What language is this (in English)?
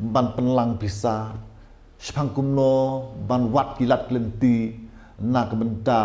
Khasi